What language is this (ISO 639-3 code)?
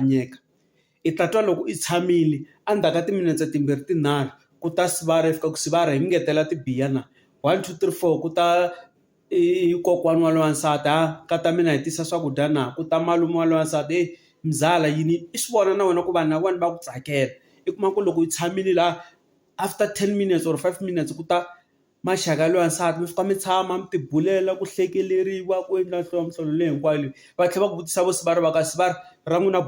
tso